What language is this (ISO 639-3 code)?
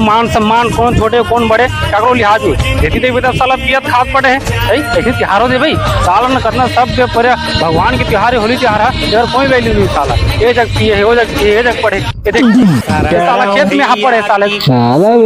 hne